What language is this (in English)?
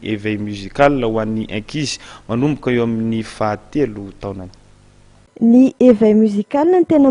Malagasy